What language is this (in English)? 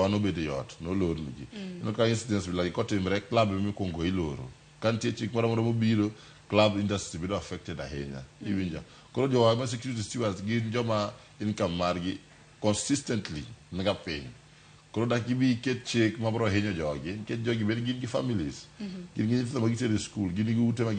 Luo (Kenya and Tanzania)